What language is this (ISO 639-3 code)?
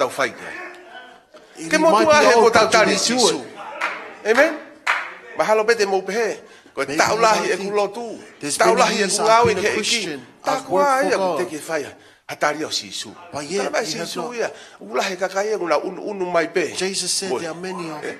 ton